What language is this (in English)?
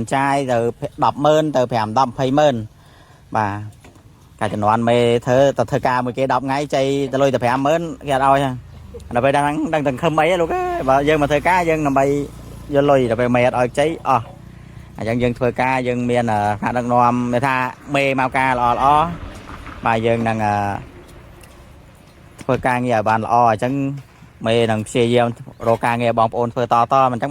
Khmer